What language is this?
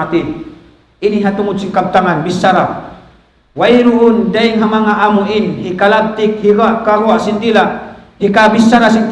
Tausug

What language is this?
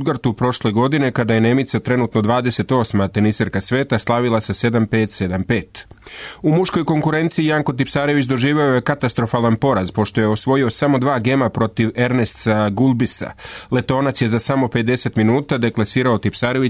Serbian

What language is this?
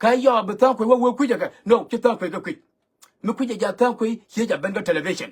Nuer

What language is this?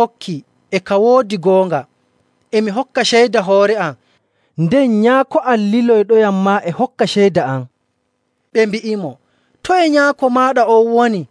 Nigerian Fulfulde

